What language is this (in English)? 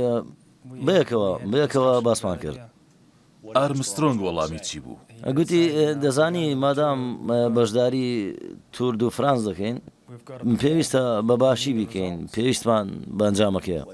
Central Kurdish